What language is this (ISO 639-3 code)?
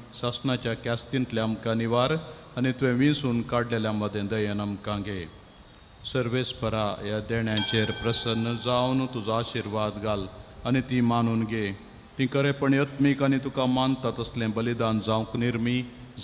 kok